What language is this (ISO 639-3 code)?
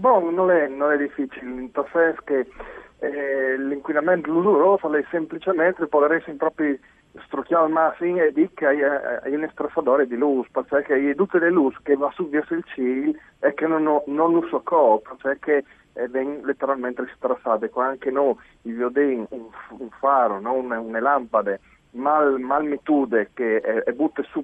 fur